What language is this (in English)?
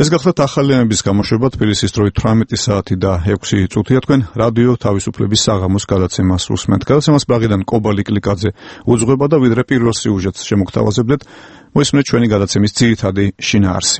Georgian